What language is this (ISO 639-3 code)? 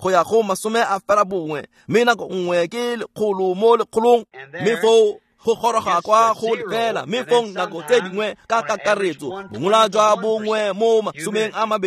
tsn